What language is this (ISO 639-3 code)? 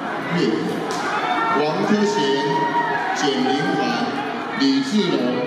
zho